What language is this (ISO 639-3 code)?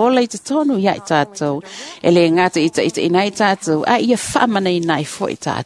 smo